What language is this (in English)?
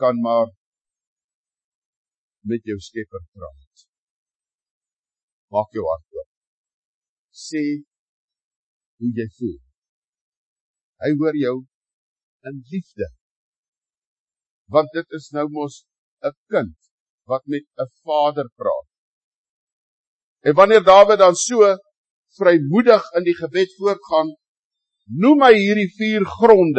Afrikaans